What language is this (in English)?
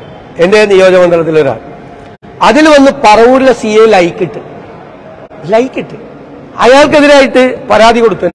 Malayalam